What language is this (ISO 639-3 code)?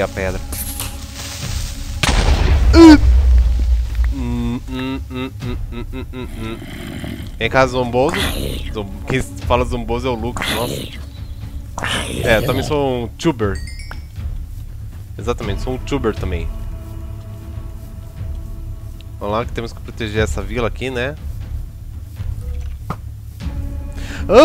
por